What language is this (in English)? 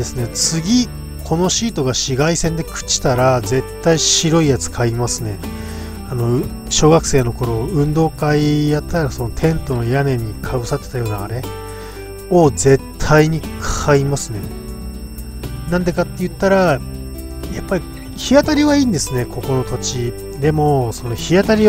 Japanese